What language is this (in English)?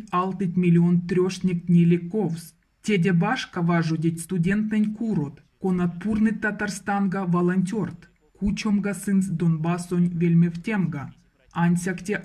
Erzya